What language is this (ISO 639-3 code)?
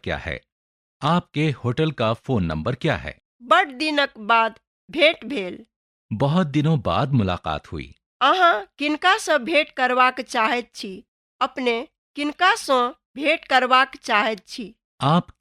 mai